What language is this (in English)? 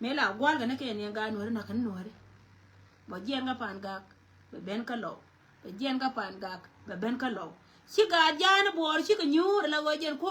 Nuer